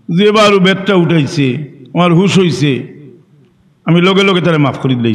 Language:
Sylheti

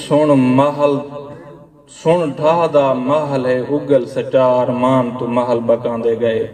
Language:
Saraiki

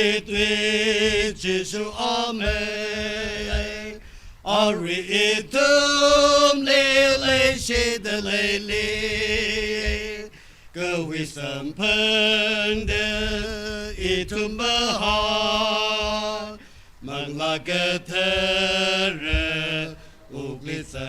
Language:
Tangkhul Naga (India)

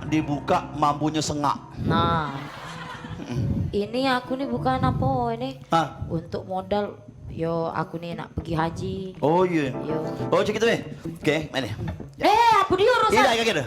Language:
Musi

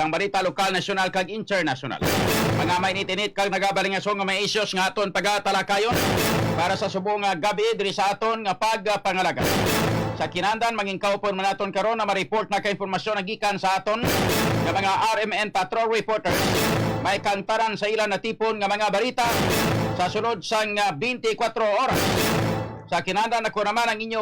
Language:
Hiligaynon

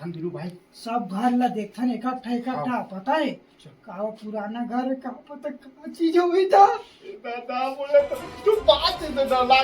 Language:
Chhattisgarhi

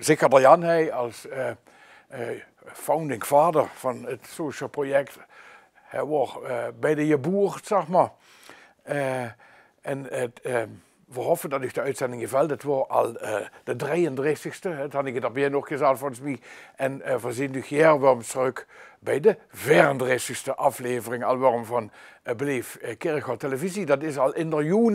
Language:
Limburgish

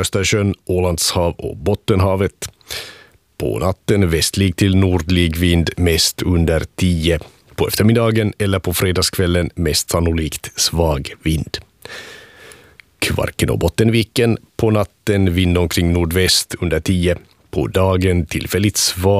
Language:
Swedish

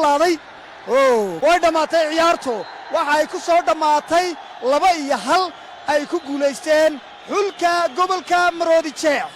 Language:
Somali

